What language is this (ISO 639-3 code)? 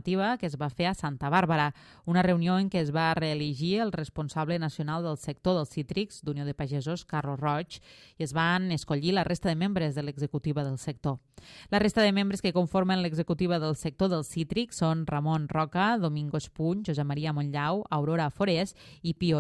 cat